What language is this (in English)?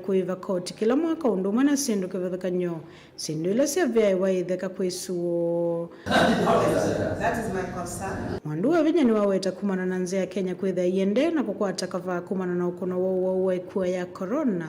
Kamba